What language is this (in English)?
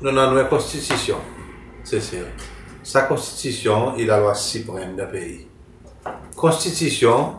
Seselwa Creole French